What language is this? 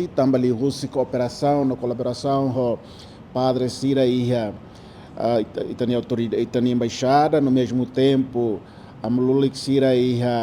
Tetum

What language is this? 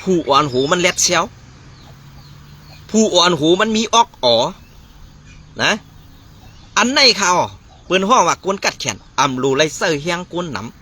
Shan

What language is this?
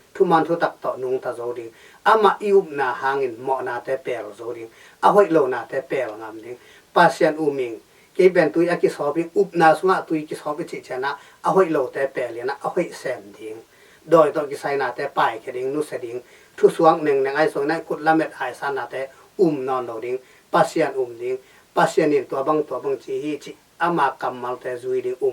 Tedim Chin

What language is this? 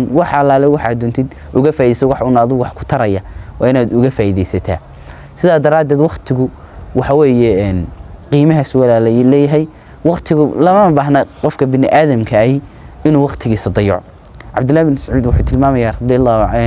Somali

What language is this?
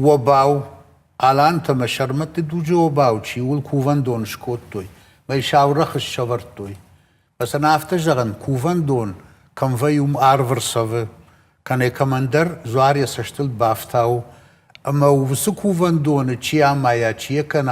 Ossetic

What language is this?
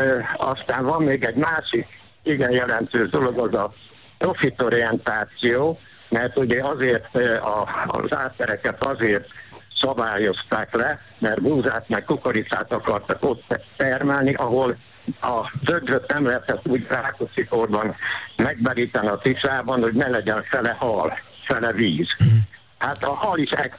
Hungarian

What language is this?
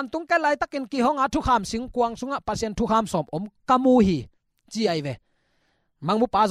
Tedim Chin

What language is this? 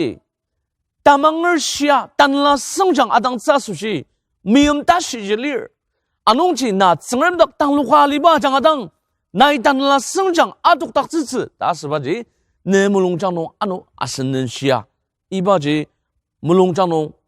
Ao Naga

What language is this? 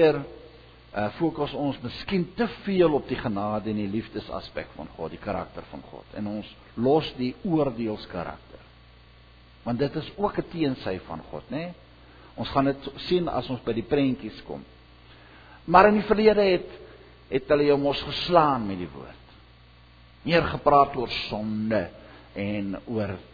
Afrikaans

